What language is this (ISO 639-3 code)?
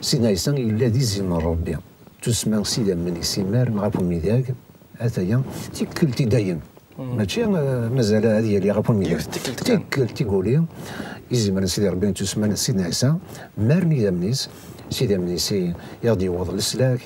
kab